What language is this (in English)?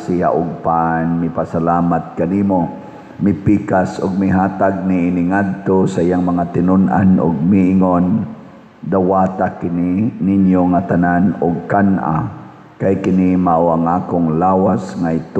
Cebuano